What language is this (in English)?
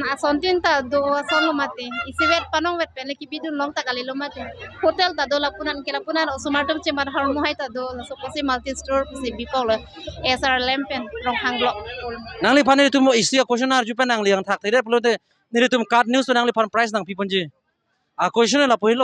Karbi